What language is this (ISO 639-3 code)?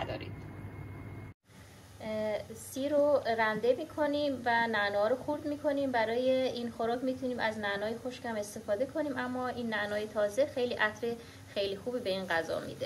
fas